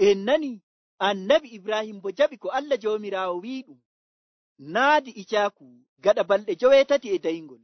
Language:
Nigerian Fulfulde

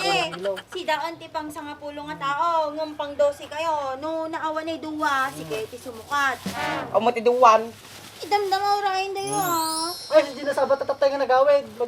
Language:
Iloko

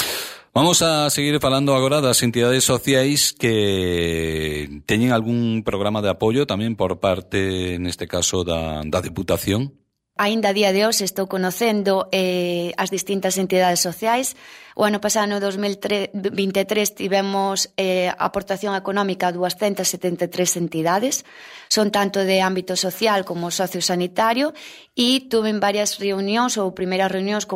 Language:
Galician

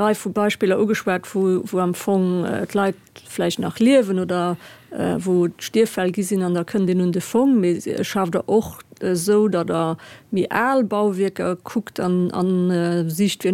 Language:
Luxembourgish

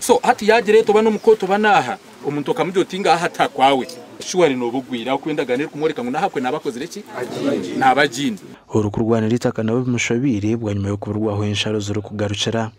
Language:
Nyankole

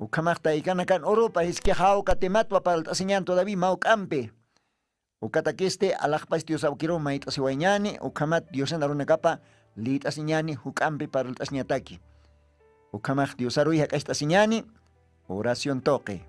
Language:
Aymara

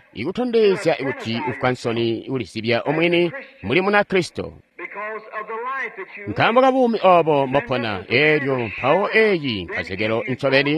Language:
Tonga (Zambia)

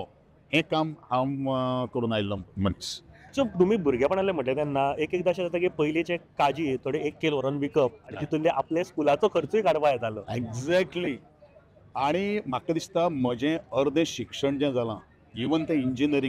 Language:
Konkani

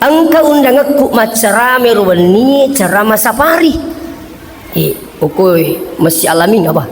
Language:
Buginese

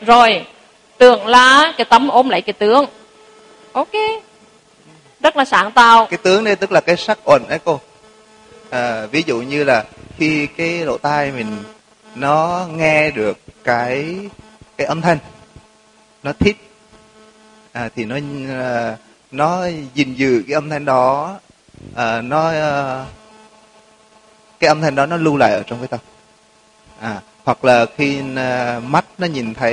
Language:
Vietnamese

